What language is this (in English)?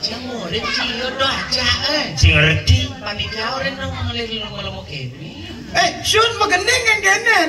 Balinese